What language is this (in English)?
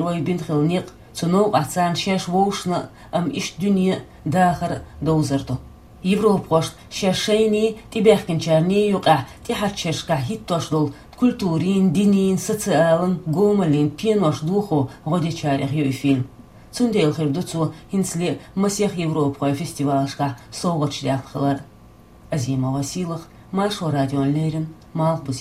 Chechen